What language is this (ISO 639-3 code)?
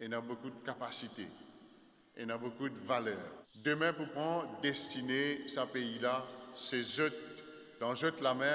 mfe